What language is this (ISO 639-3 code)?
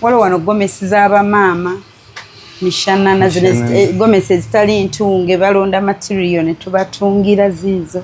lug